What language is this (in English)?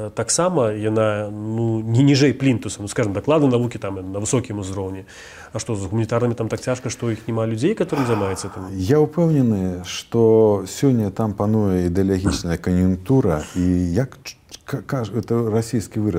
Belarusian